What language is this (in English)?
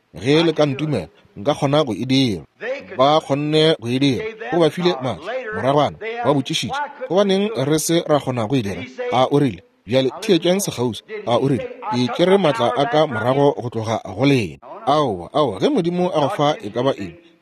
Northern Sotho